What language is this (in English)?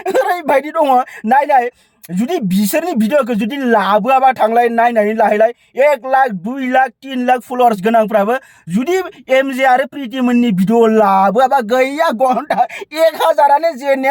Bodo